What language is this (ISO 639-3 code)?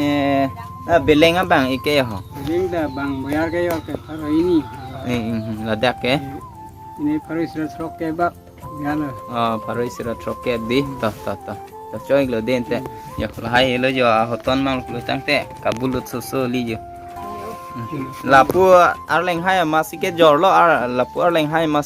mjw